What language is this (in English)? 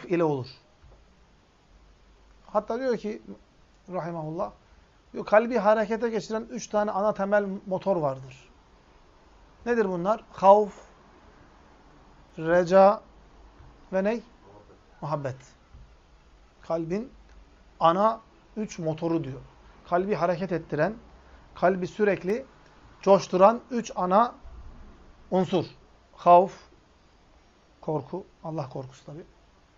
Turkish